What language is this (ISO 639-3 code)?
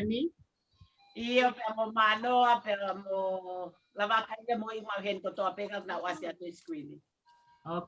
ton